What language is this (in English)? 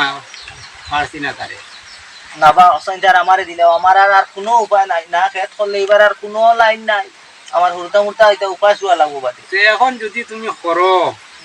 Sylheti